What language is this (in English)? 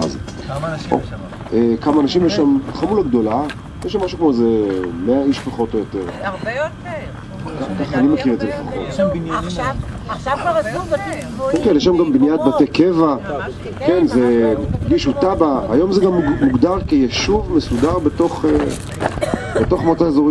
Hebrew